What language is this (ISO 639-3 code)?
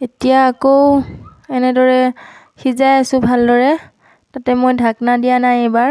asm